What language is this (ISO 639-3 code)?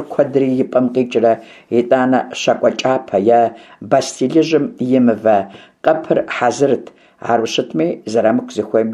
kbd